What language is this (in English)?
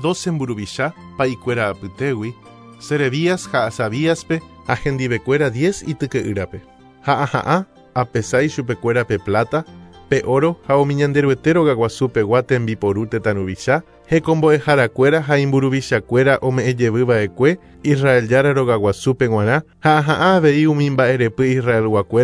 Guarani